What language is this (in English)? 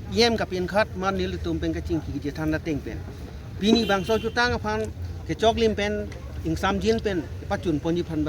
Karbi